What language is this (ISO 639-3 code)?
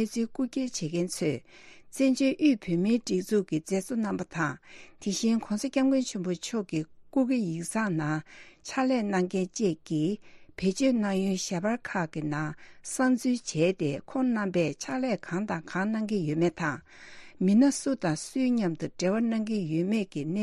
bod